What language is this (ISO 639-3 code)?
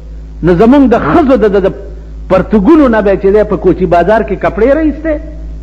pus